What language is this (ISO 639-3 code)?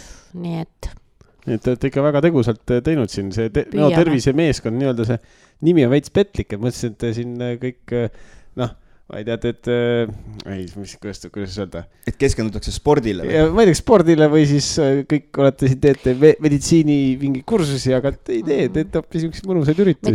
est